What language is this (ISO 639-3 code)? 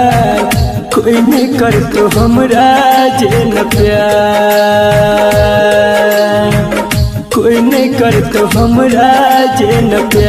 bho